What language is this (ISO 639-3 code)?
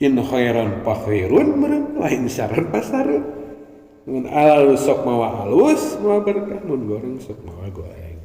sun